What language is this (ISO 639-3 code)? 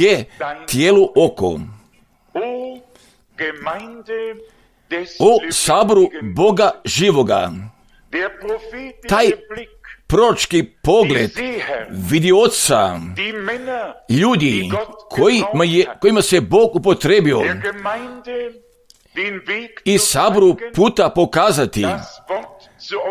hrv